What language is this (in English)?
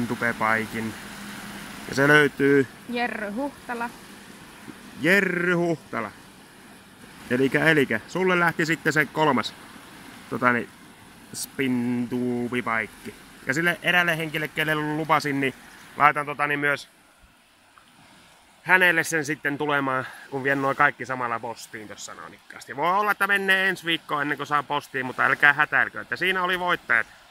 Finnish